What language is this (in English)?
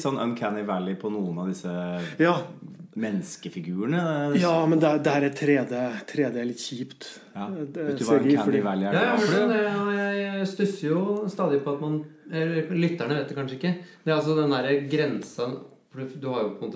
Norwegian